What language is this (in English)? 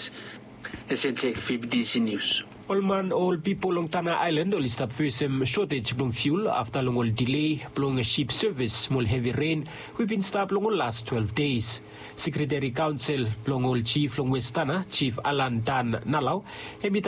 Bislama